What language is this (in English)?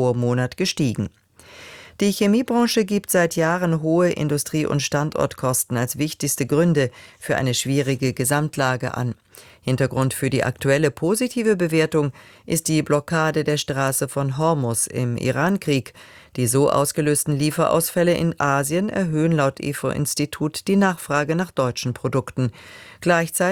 German